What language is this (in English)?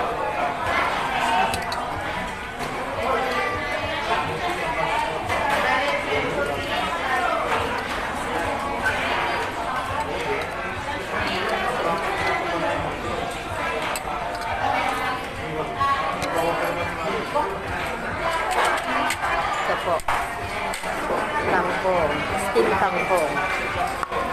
Filipino